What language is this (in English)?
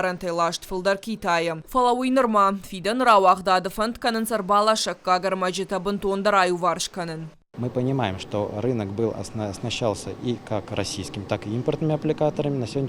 Ossetic